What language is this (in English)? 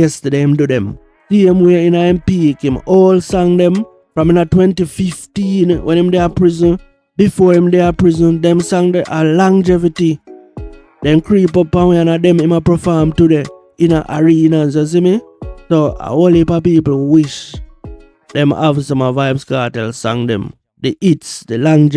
Jamaican Creole English